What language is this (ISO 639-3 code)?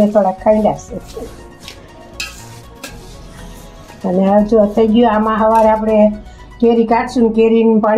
guj